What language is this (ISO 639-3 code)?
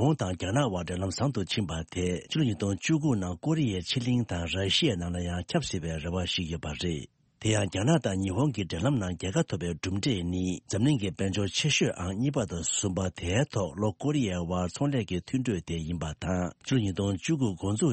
bod